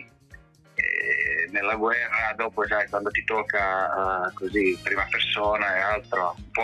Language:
Italian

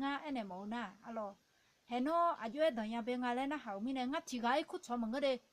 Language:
Akha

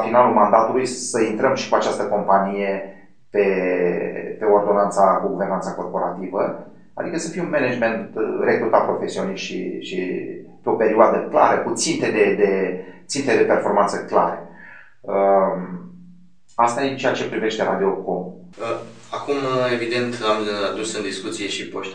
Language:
Romanian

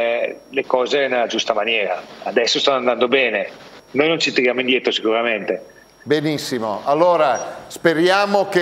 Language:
Italian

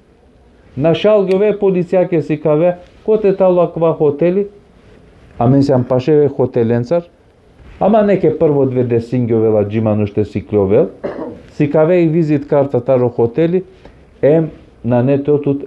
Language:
Balkan Romani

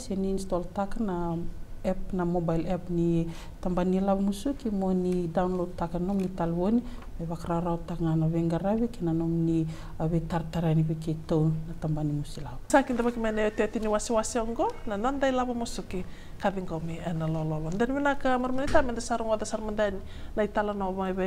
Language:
Fijian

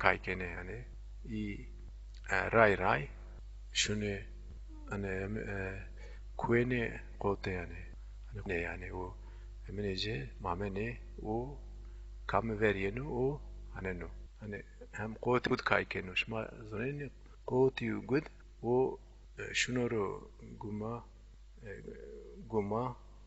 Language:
Zaza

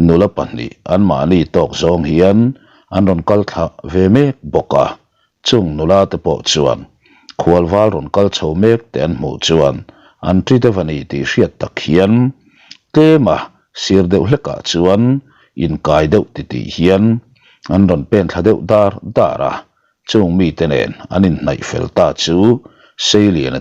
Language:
Mizo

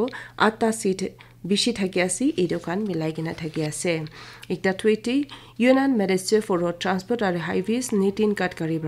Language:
Naga Pidgin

